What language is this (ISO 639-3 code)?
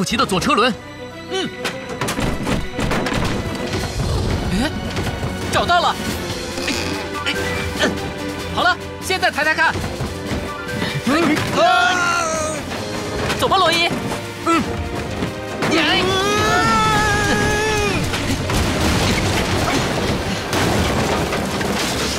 zho